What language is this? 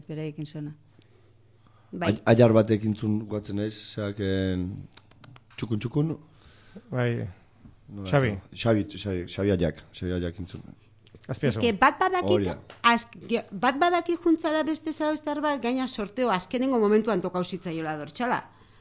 Basque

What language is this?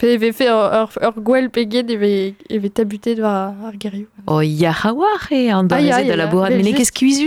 Breton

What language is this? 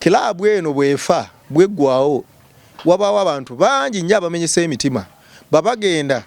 Ganda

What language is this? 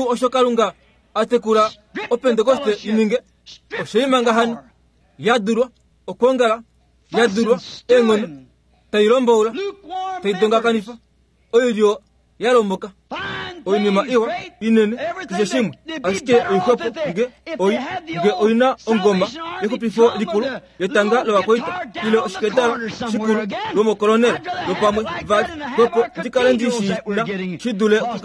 Kuanyama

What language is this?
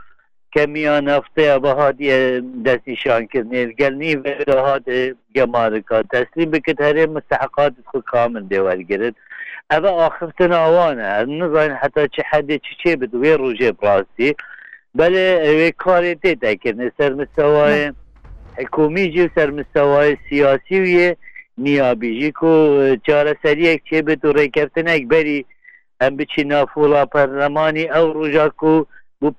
Kurdish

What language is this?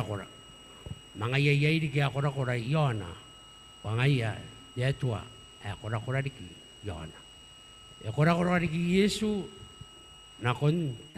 Gilbertese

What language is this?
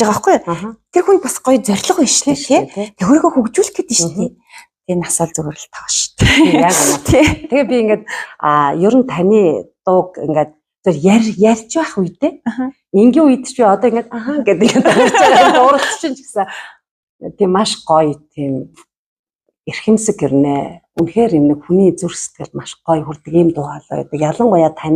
Mongolian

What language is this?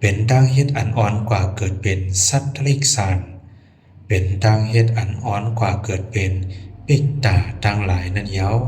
Shan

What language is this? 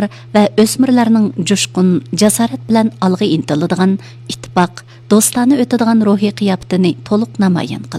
Uyghur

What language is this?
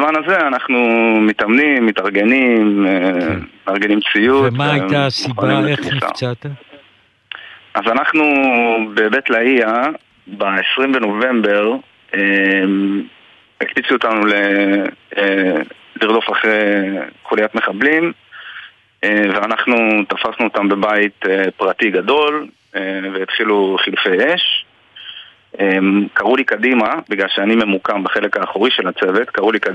Hebrew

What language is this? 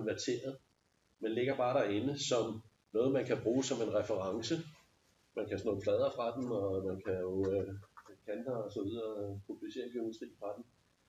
Danish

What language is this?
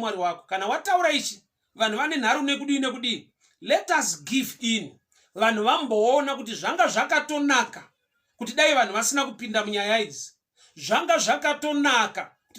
Shona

